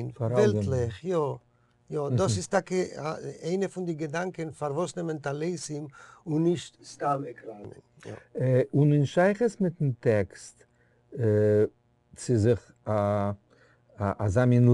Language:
Yiddish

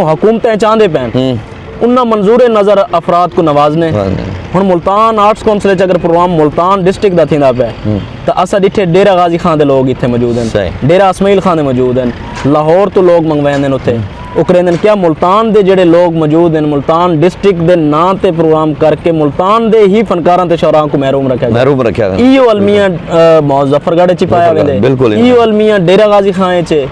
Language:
Saraiki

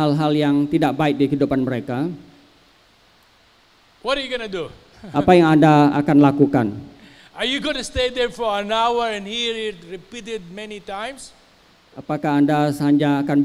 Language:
Indonesian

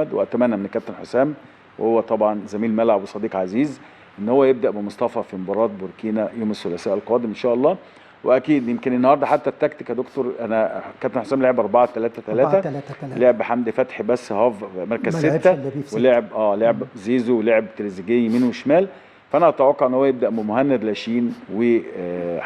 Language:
Egyptian Arabic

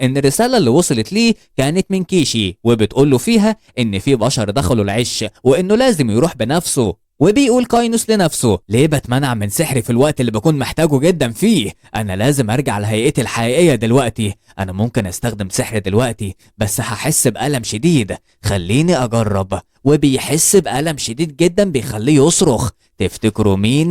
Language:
Egyptian Arabic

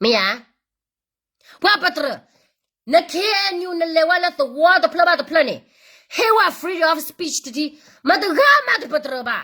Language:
S'gaw Karen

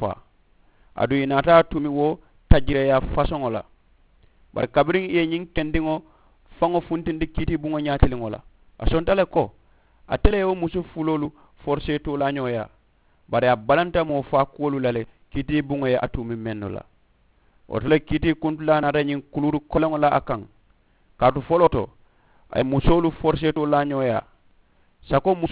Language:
Mandingo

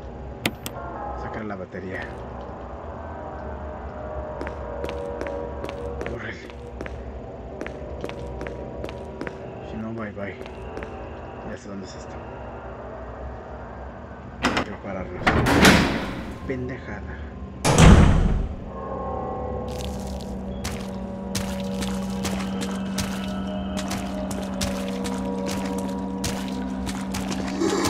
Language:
Spanish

